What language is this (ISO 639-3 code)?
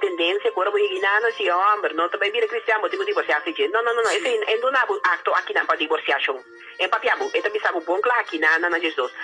pap